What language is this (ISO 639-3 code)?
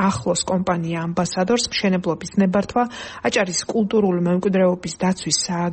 kat